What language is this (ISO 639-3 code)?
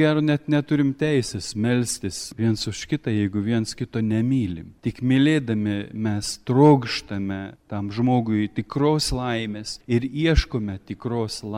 lit